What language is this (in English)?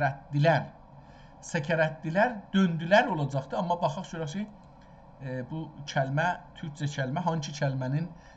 South Azerbaijani